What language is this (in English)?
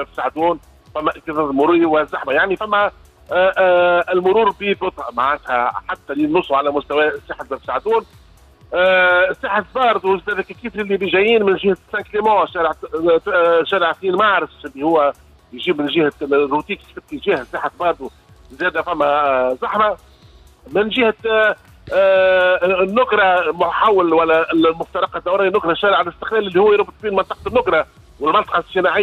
Tunisian Arabic